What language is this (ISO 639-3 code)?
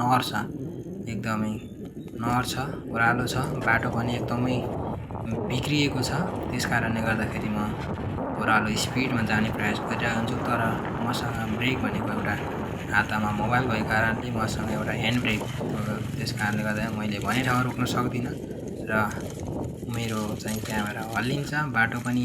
nep